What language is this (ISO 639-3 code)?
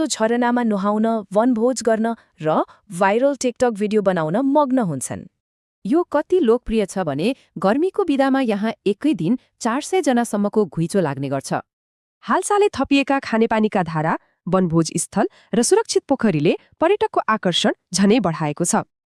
nep